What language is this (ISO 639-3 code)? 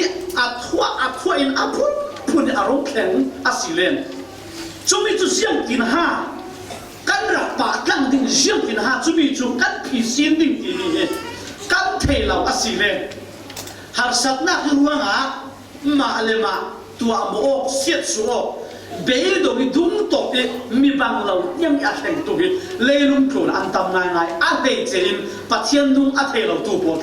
cfm